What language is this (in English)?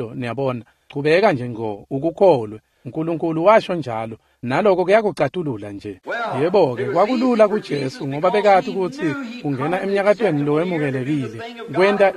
Swati